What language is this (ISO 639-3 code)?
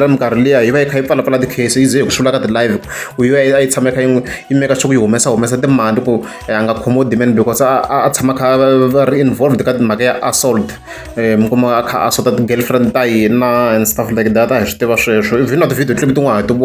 tso